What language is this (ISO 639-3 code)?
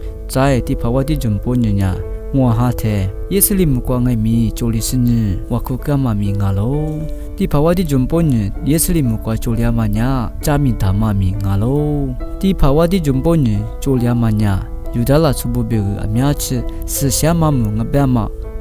lis